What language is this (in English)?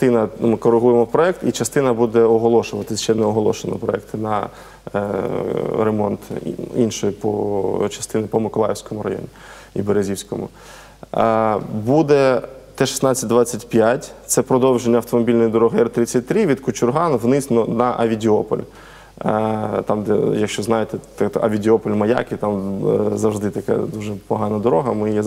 Ukrainian